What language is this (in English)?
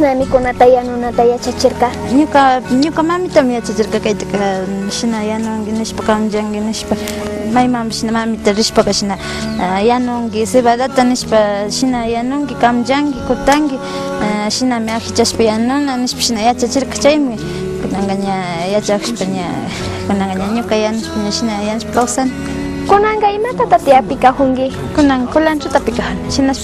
Imbabura Highland Quichua